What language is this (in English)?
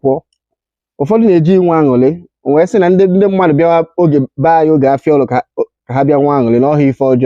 Igbo